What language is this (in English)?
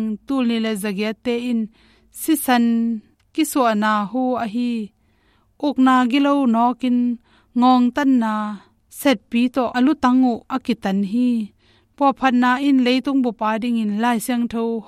Tedim Chin